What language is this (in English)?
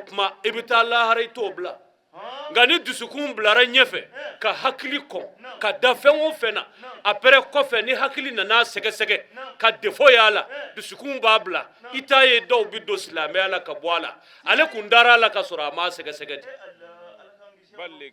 Bambara